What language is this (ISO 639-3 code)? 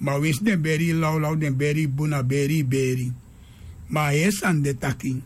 srn